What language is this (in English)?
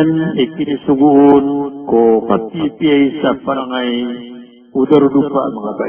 Maranao